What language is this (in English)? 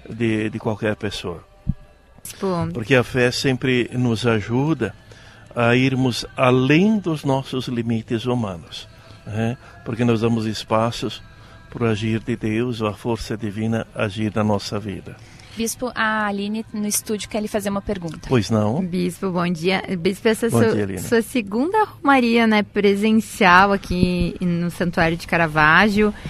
Portuguese